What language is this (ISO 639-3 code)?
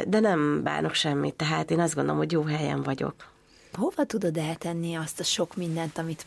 hun